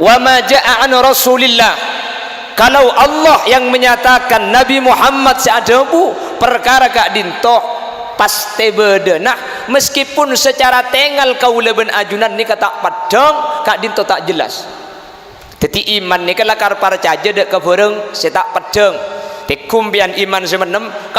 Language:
Madurese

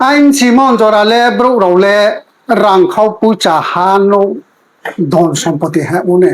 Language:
Riang (India)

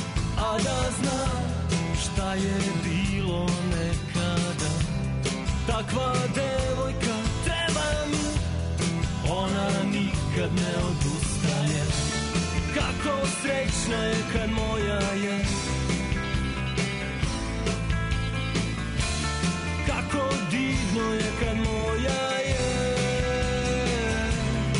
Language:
Serbian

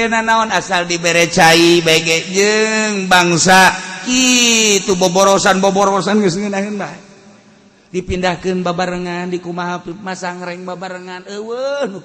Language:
Sundanese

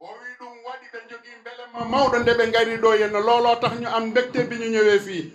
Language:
Fula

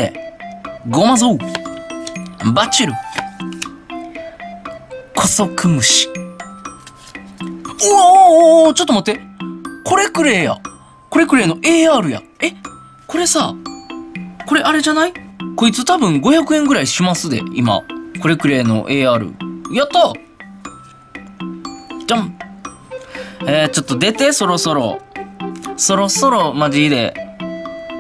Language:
Japanese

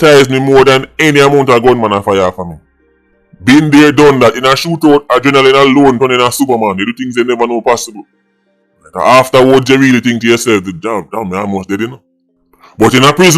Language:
Jamaican Creole English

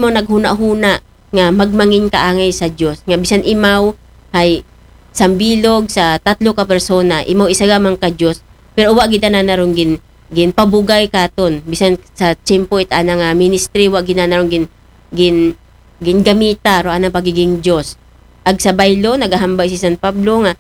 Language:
Aklanon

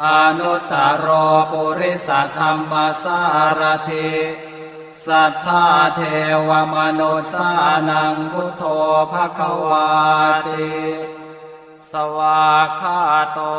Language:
Pali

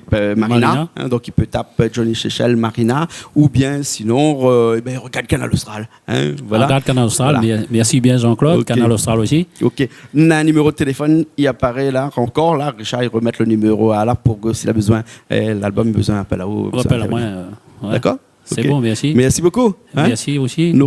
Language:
Réunion Creole French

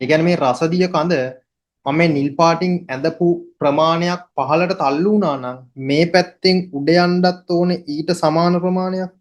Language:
Sinhala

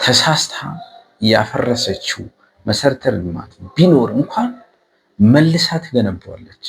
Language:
Amharic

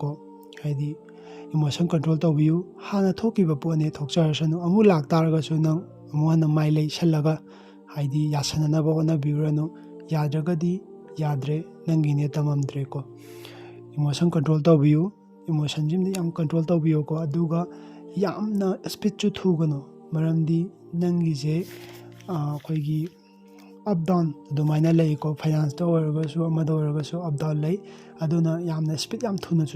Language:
Manipuri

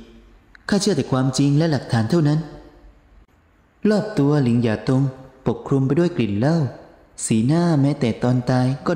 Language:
Thai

